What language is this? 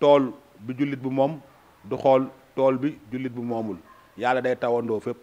Wolof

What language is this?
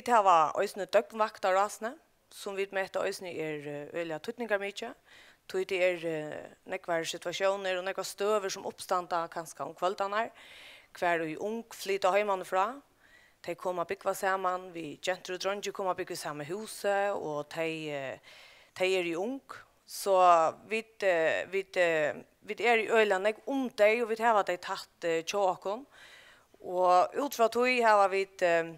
Faroese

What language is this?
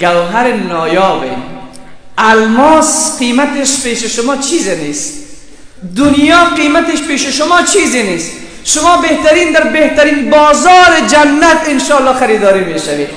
Persian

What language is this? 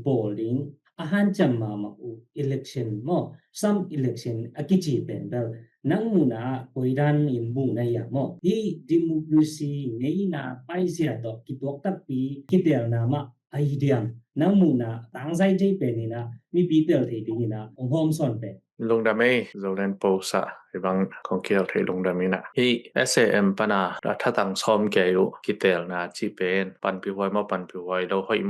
Tedim Chin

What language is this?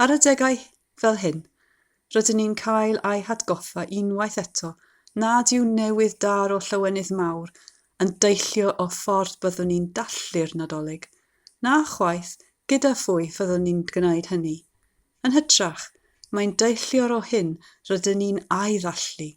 Welsh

